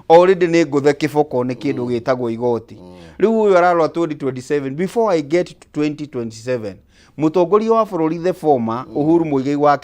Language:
Kikuyu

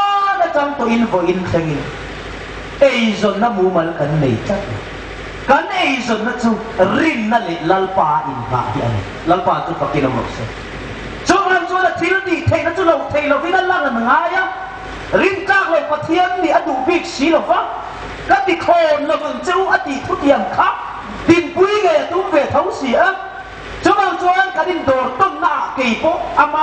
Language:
Hmar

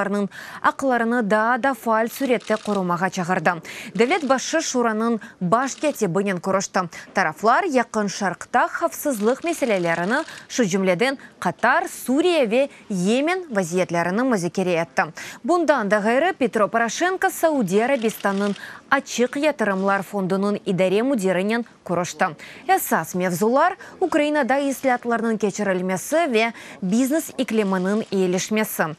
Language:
Crimean Tatar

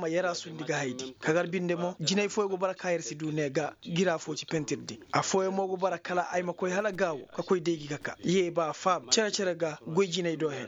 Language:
Koyraboro Senni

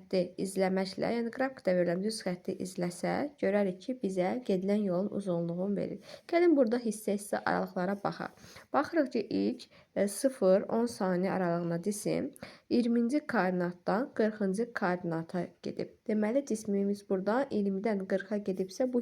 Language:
Azerbaijani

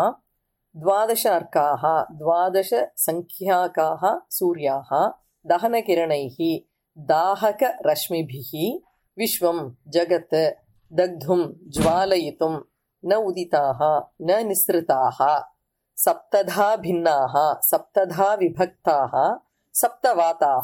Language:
Sanskrit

